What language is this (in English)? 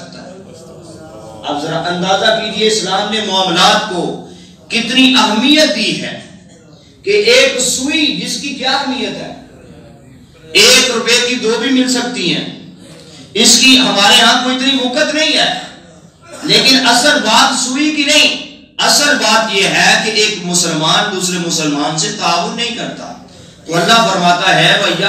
Urdu